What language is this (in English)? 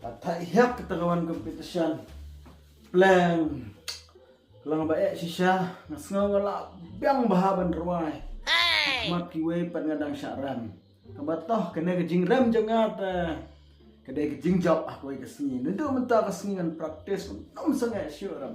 Khasi